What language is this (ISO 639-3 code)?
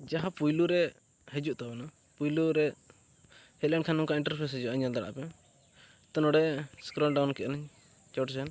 sat